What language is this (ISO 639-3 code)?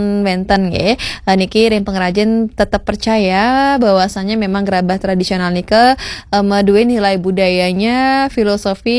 ban